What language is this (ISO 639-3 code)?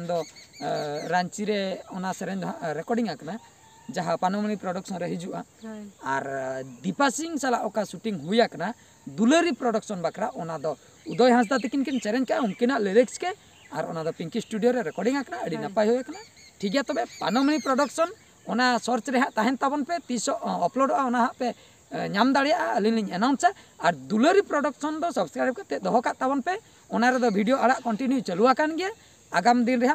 sat